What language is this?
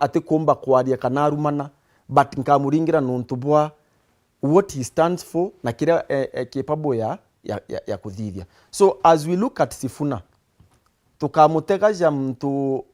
Meru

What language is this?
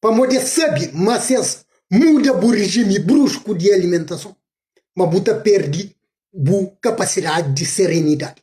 Kabuverdianu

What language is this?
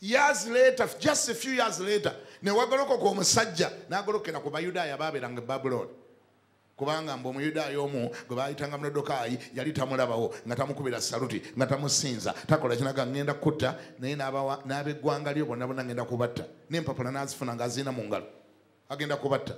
Ganda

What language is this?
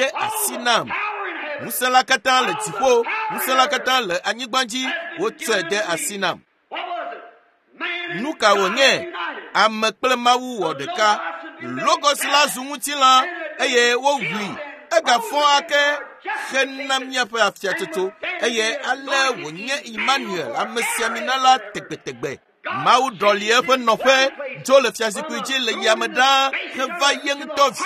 Ewe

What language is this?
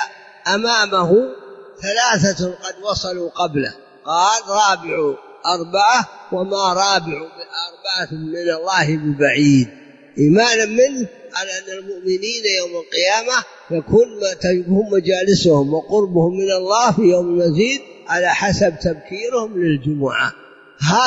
Arabic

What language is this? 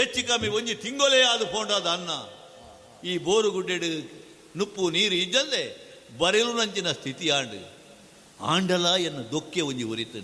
Tulu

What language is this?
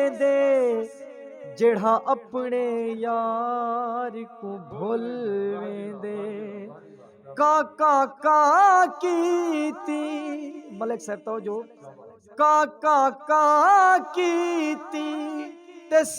Saraiki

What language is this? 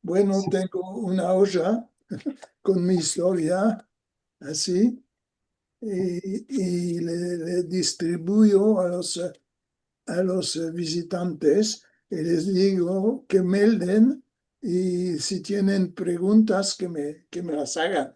Ladino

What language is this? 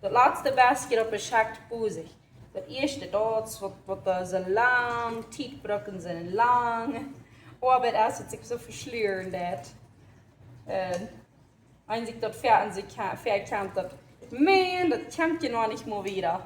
Plautdietsch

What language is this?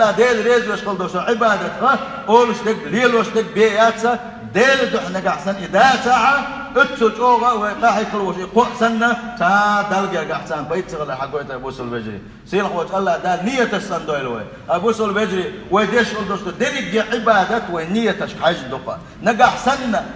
Chechen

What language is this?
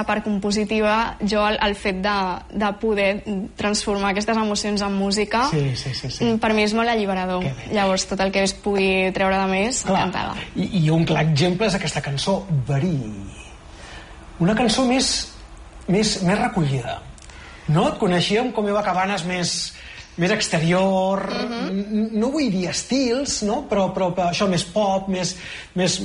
Catalan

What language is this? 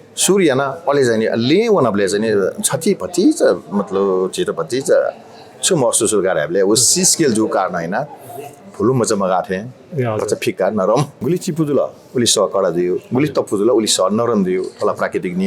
Newari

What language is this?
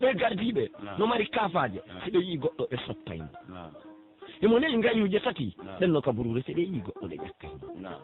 Pular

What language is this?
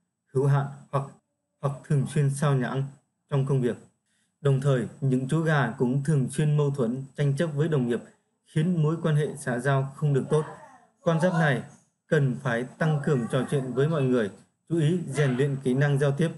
Vietnamese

